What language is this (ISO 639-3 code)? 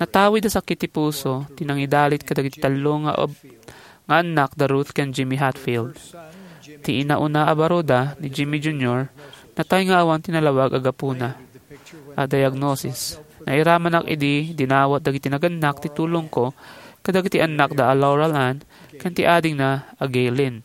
ilo